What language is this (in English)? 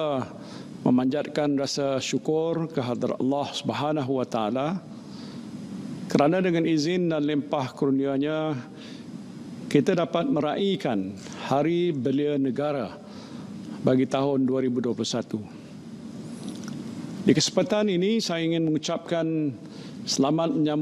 Malay